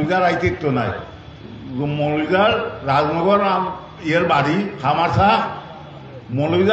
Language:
Sylheti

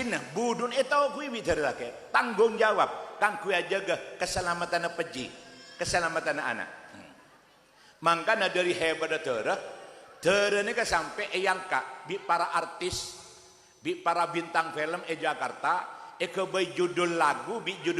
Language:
Madurese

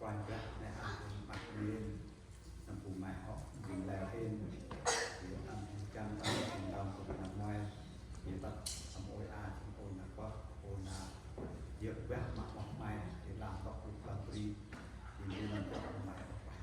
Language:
Central Mnong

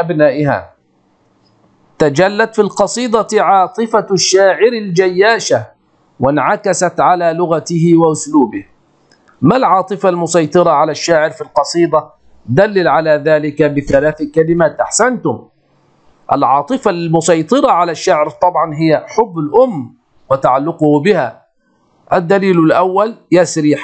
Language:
Arabic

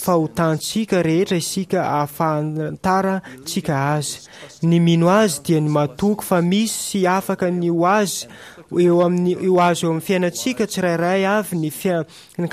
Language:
Malagasy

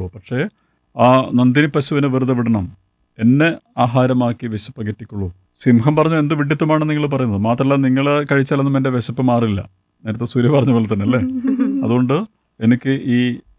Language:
Malayalam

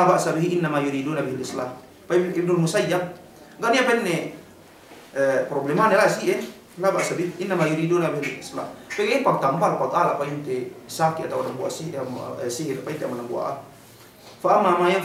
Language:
Yakan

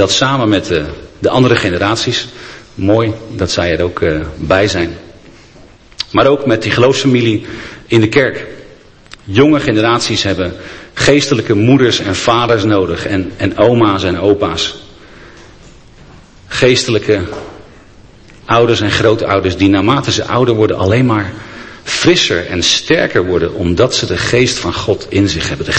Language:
Dutch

